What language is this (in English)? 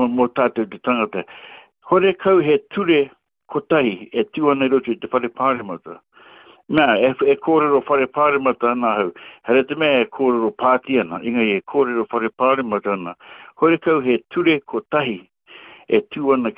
Māori